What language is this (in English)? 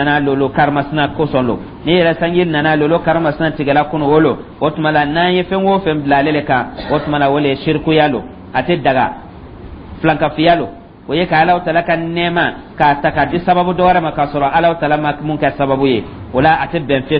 Dyula